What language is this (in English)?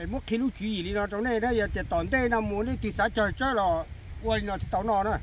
Hmong